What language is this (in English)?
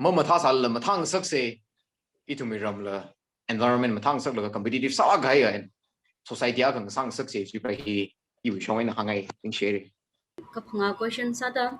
Tangkhul Naga (India)